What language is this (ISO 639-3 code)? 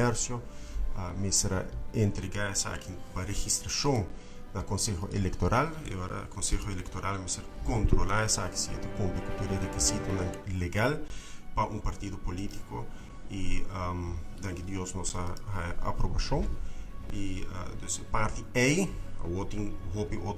pap